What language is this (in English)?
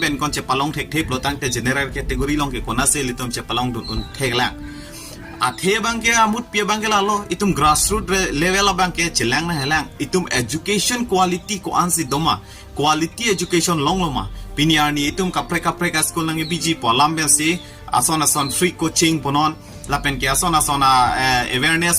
Karbi